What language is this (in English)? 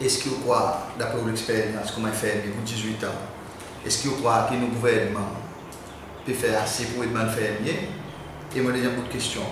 Seselwa Creole French